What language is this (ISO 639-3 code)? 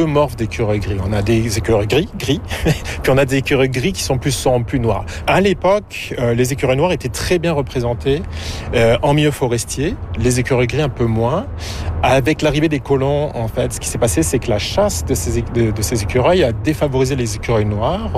fra